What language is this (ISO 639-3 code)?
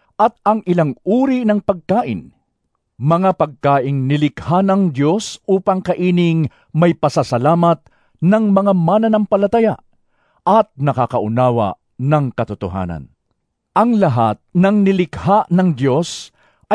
fil